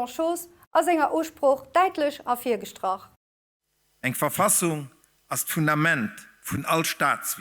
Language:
Luxembourgish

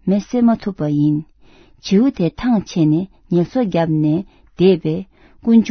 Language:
Tibetan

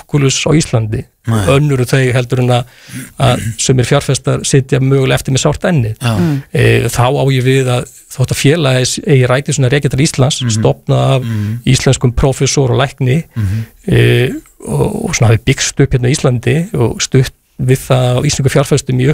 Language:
Icelandic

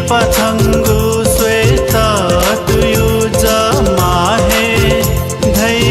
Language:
Newari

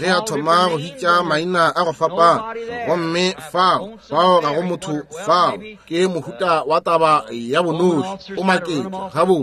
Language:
Northern Sotho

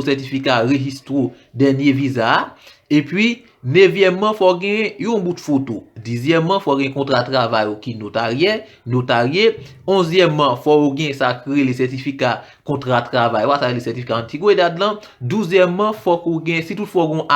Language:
Haitian Creole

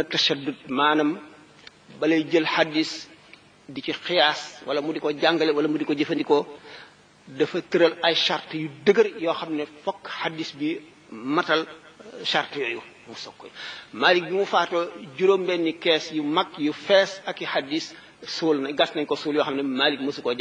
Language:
Wolof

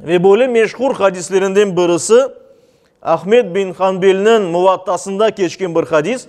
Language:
Crimean Tatar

